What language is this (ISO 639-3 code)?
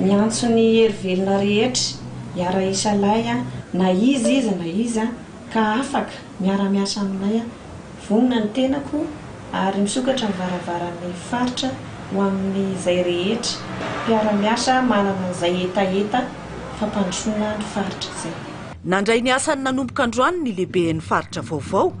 mlg